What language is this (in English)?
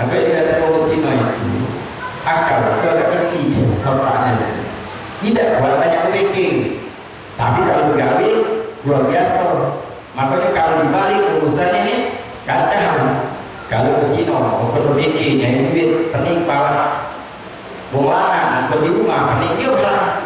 Musi